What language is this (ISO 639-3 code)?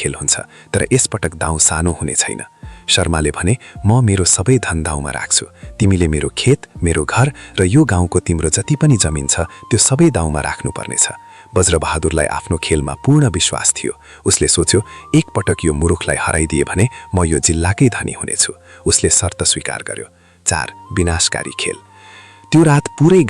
nep